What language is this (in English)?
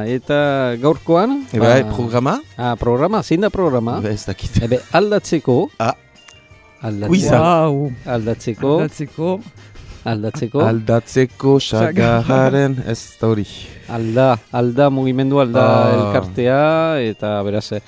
Basque